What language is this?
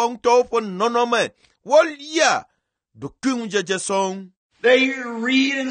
Ewe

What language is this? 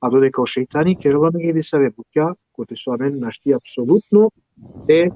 Balkan Romani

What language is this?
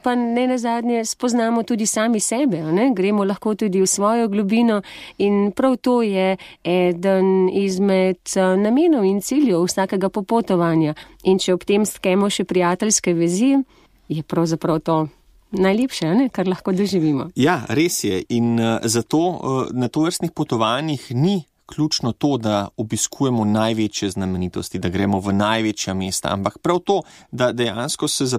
Slovenian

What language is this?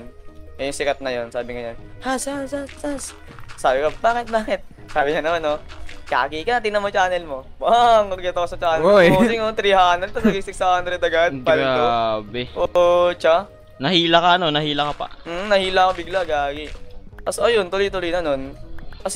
Filipino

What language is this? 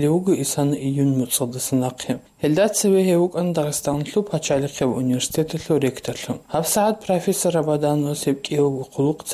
Avaric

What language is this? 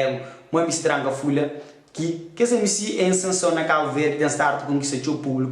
Kabuverdianu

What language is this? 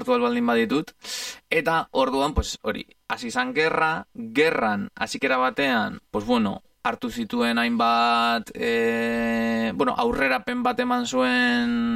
Basque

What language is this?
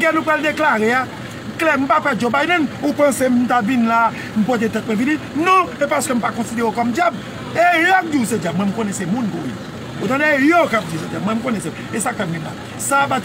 Haitian Creole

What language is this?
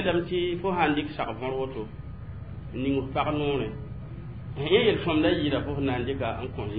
Mossi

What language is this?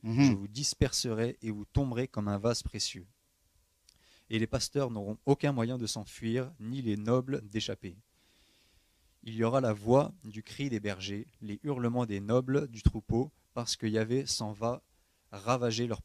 French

